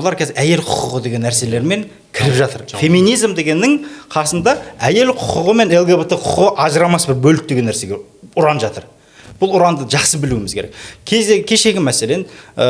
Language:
Kazakh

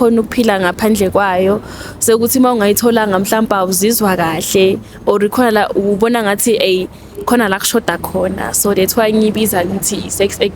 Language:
Zulu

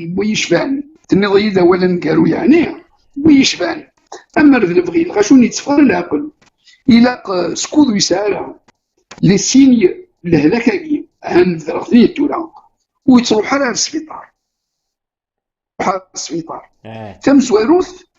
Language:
Kabyle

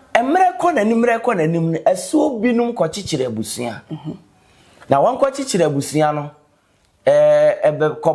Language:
Akan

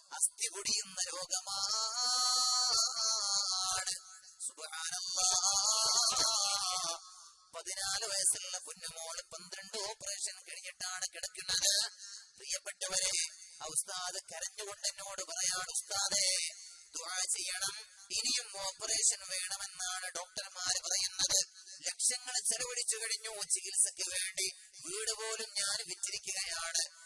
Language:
Malayalam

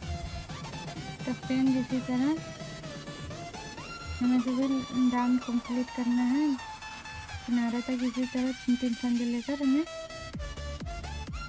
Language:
Hindi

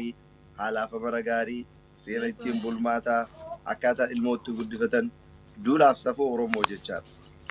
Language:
Oromo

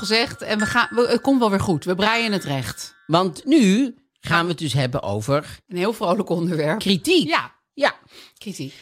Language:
Dutch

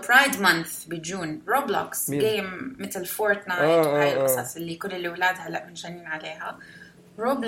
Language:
North Levantine Arabic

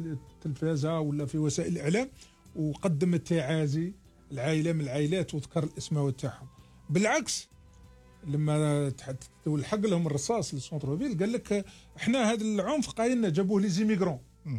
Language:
Algerian Arabic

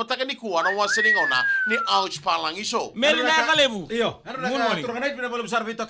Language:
Fijian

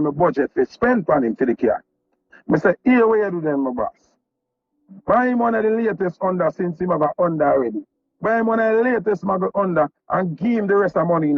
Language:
Jamaican Creole English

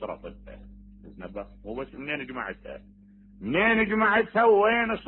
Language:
Mesopotamian Arabic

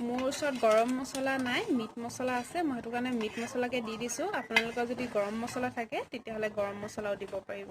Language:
Assamese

